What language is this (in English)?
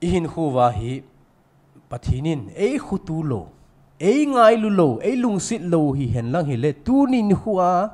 Thado Chin